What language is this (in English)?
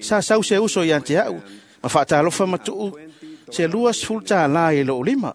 Samoan